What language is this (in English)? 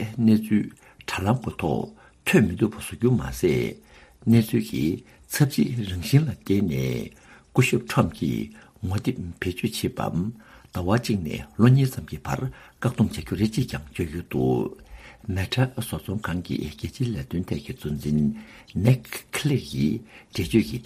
Tibetan